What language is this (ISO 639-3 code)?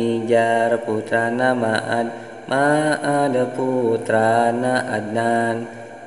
sun